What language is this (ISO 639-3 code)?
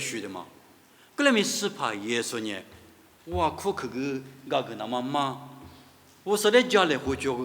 lis